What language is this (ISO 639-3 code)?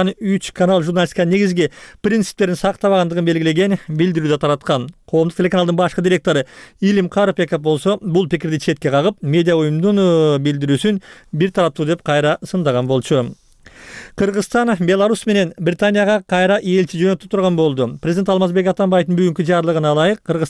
kir